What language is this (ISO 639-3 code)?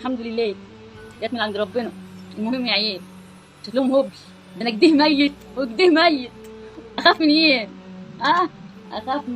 arz